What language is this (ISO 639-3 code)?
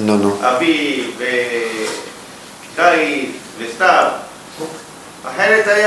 heb